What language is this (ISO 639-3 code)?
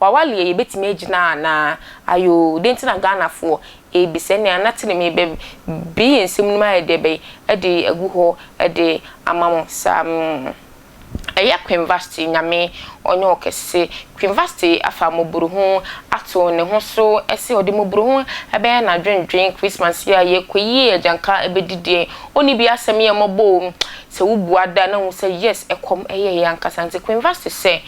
aka